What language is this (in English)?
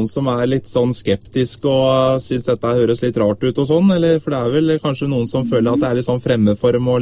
Norwegian